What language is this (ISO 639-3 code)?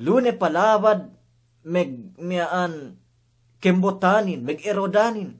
yka